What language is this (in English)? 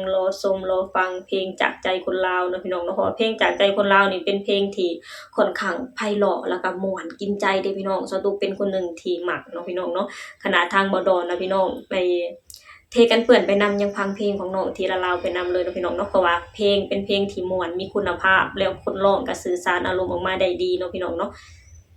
Lao